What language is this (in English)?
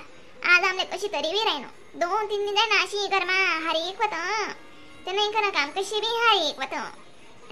Khandesi